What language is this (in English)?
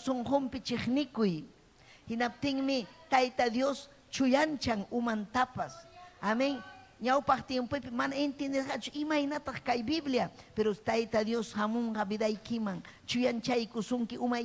Ayacucho Quechua